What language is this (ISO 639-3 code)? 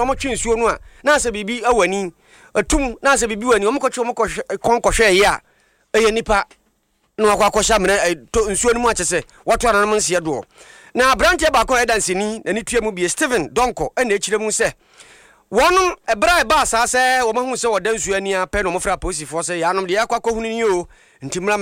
aka